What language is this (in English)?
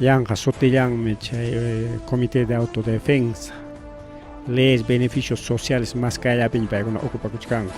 Ayacucho Quechua